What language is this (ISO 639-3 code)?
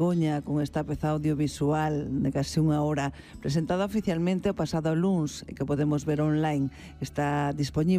glg